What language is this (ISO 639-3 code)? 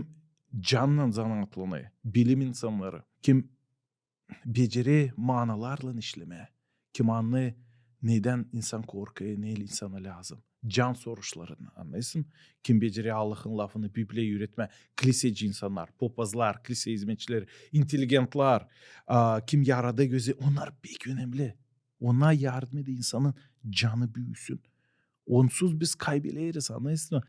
gag